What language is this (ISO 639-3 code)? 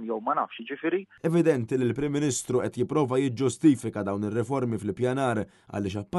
mlt